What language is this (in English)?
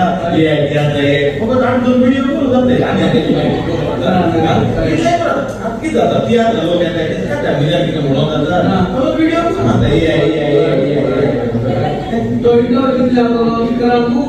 Konkani